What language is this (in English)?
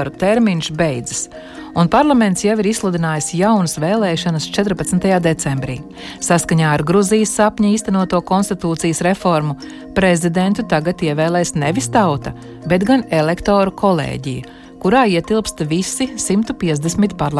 Latvian